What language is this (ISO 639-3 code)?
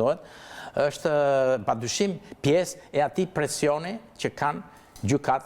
sqi